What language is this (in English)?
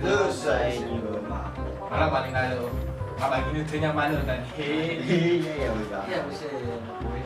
Nias